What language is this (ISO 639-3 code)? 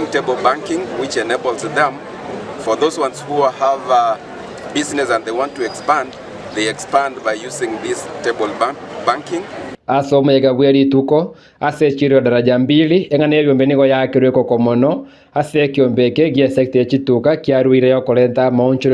guz